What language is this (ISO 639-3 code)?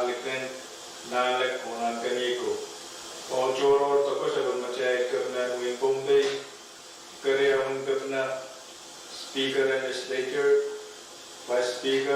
pon